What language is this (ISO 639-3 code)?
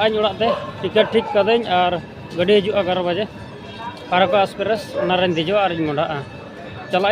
sat